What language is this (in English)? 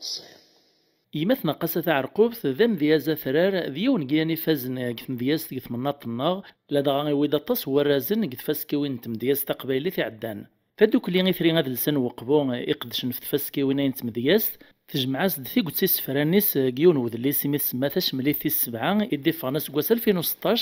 Kabyle